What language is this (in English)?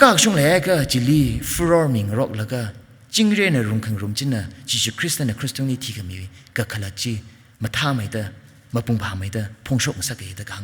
Tangkhul Naga (India)